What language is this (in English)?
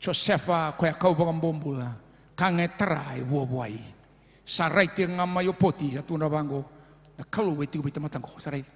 Fijian